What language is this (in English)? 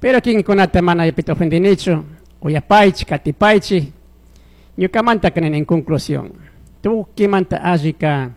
Chimborazo Highland Quichua